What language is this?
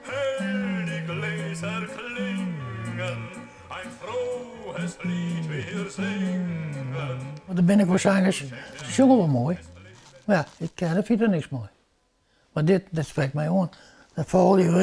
Western Frisian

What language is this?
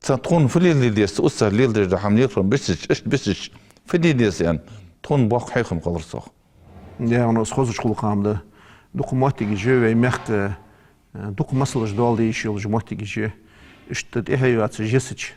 Ingush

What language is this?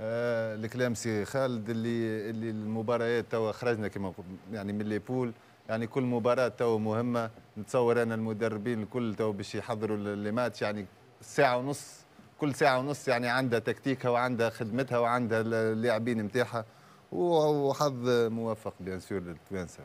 Tunisian Arabic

